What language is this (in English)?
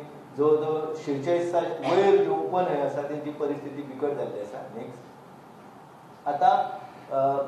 Konkani